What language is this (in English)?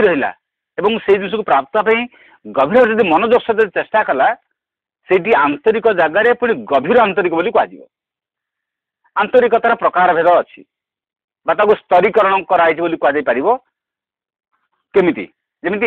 Odia